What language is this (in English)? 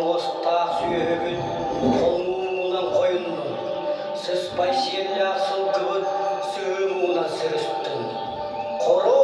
Yakut